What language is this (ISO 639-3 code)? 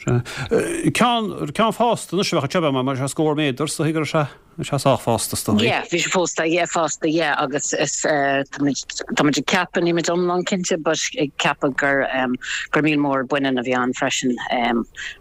gle